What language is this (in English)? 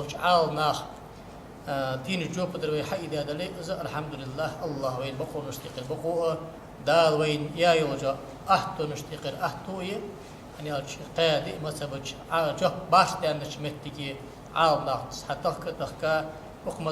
Ingush